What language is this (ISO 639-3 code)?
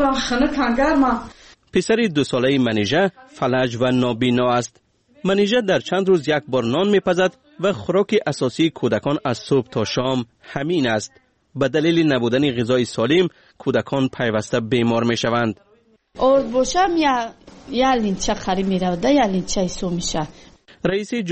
fas